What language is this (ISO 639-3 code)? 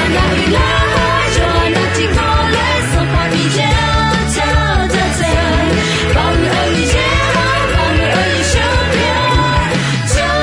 ahk